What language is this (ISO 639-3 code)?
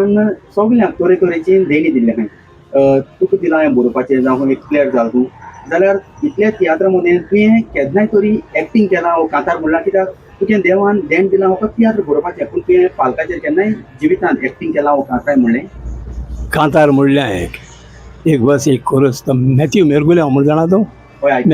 kok